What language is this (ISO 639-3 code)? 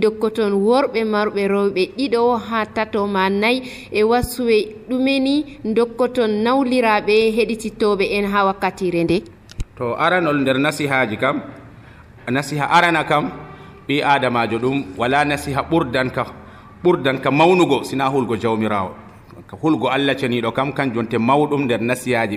fuv